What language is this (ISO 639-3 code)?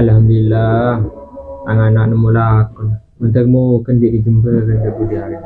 mad